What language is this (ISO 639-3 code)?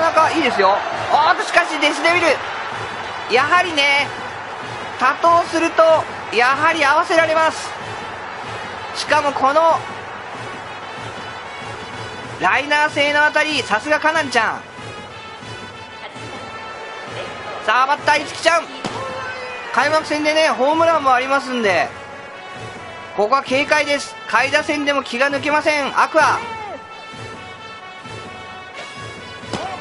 jpn